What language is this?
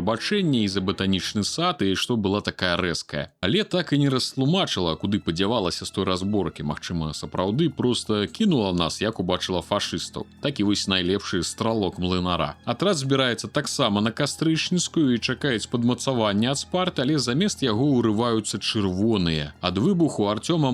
Belarusian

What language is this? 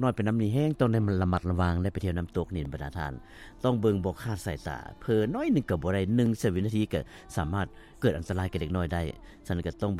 Lao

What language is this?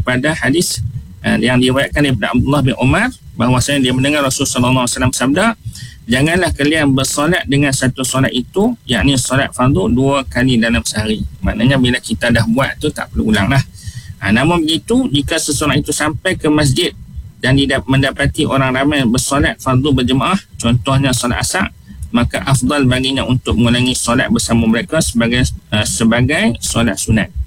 Malay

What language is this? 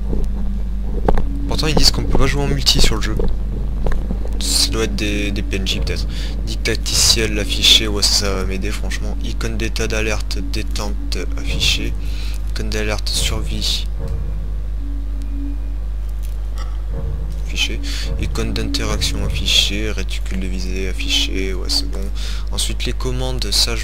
French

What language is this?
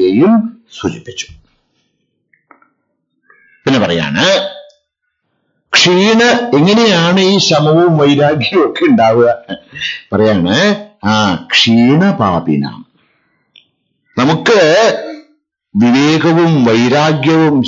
Malayalam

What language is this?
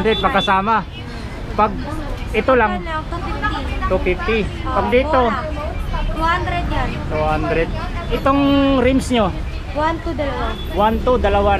Filipino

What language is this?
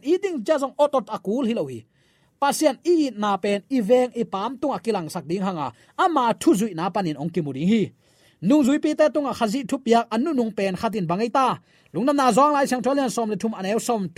Tedim Chin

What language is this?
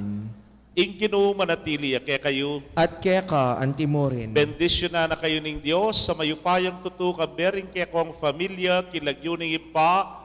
Pampanga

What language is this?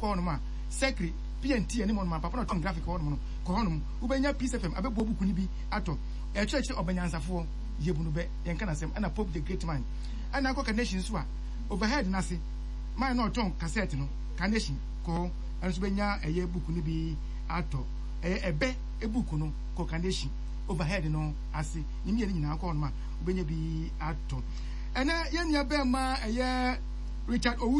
Akan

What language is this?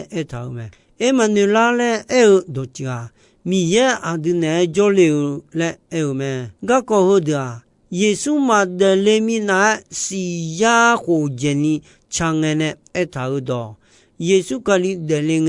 Akha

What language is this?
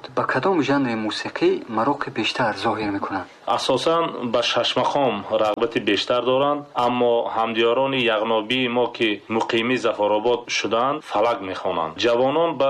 Tajik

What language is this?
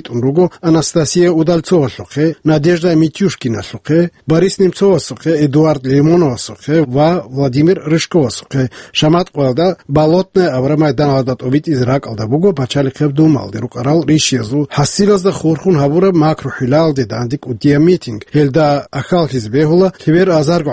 Avaric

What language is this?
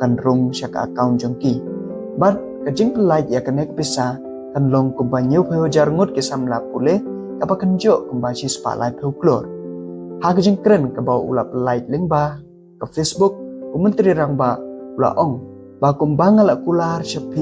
Khasi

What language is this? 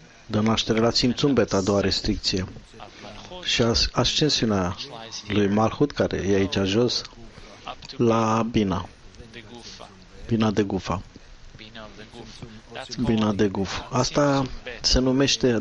Romanian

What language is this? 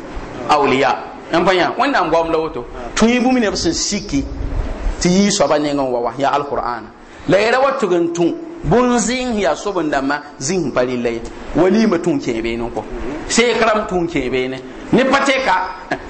Mossi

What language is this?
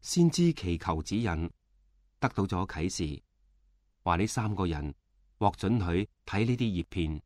Cantonese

